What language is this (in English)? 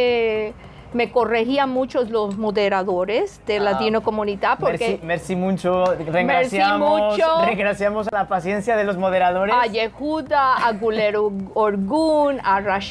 Ladino